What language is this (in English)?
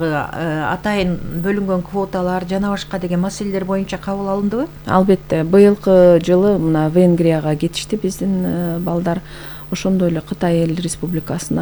Kyrgyz